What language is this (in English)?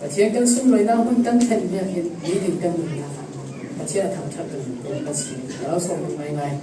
Falam Chin